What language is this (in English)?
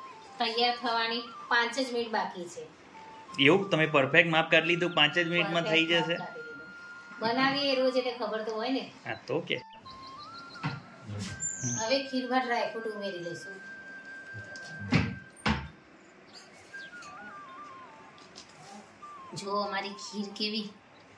Gujarati